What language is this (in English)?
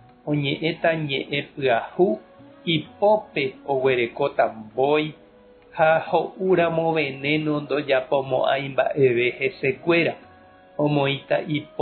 Guarani